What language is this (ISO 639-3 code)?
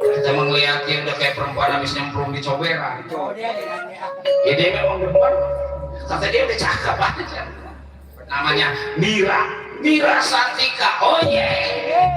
bew